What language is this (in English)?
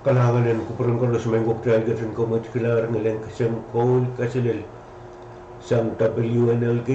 Pohnpeian